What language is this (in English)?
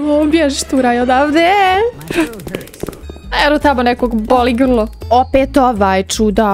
Croatian